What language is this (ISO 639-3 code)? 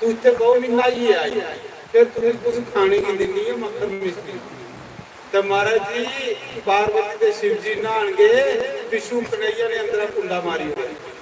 doi